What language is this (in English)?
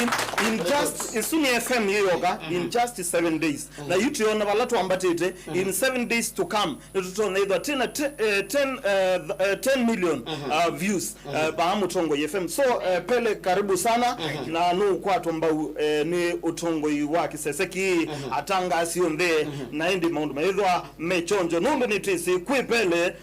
Kamba